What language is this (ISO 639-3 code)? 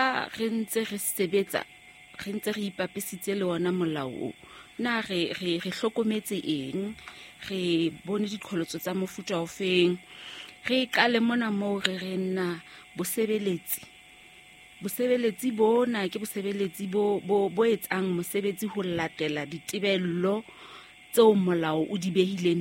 sot